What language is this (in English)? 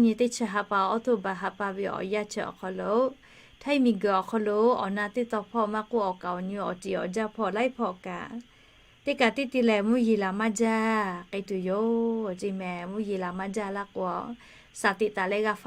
Lahu